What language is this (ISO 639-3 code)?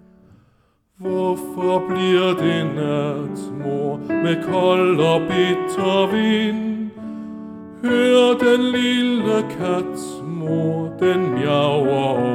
dan